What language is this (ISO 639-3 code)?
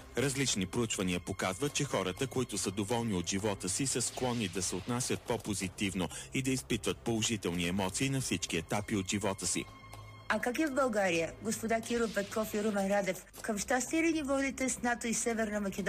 bul